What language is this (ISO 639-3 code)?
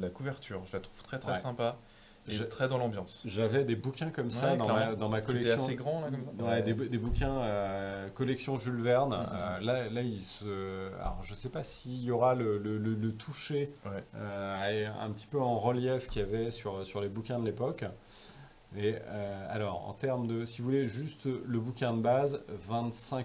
fra